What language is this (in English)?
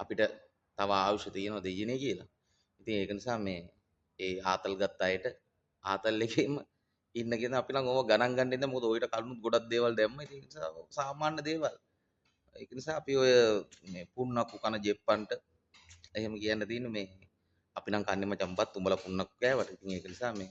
Sinhala